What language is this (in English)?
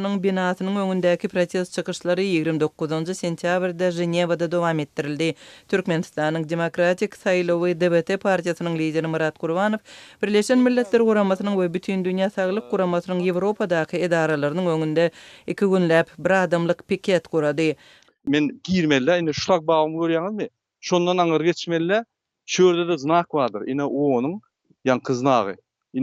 Turkmen